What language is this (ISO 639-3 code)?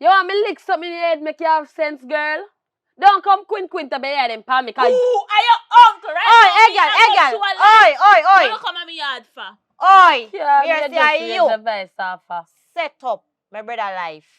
jam